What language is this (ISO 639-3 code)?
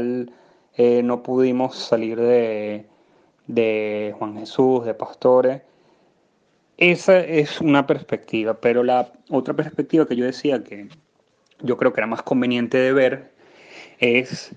spa